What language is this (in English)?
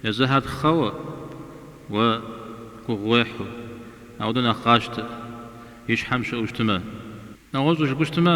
Kabardian